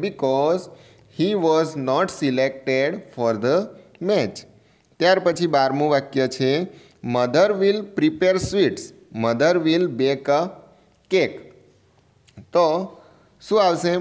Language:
Gujarati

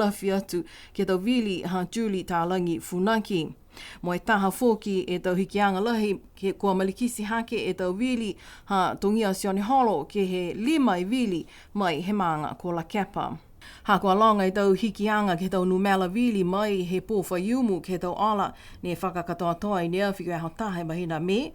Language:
Niuean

